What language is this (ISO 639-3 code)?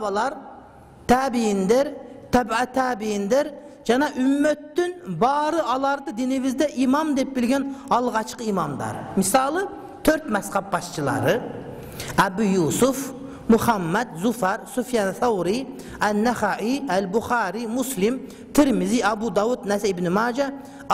kir